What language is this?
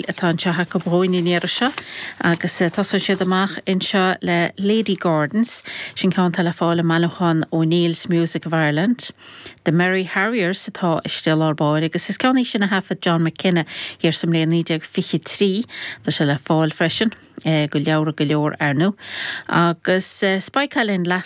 Irish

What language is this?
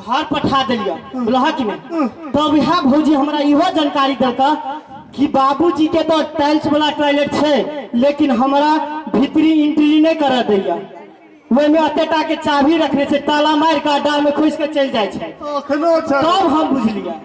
Maithili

